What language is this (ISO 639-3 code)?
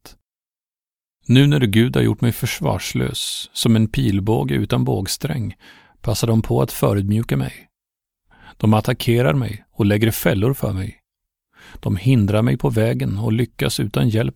swe